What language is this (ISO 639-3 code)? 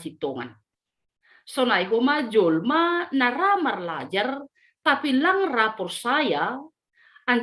bts